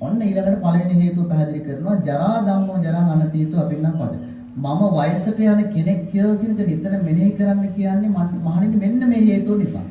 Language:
Sinhala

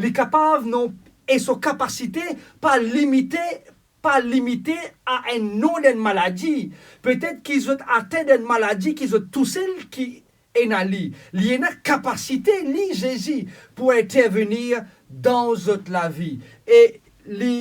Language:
Morisyen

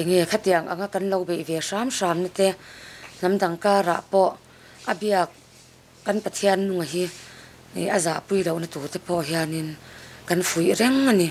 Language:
Mizo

